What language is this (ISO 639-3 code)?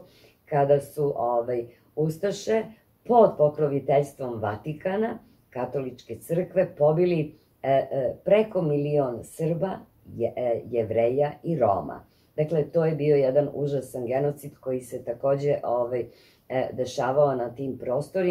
srp